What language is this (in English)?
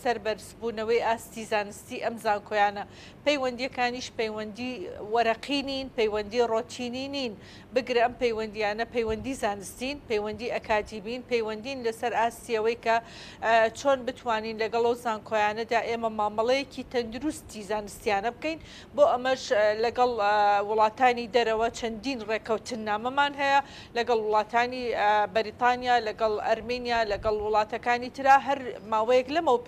Central Kurdish